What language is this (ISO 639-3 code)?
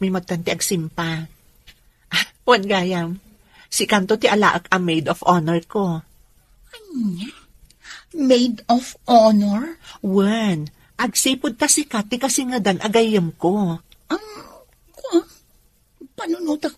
ilo